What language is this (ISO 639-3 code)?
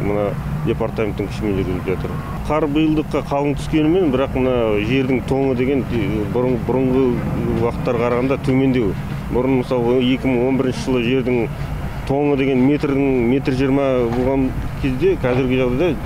kaz